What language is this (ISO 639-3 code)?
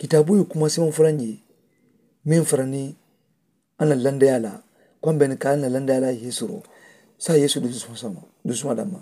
man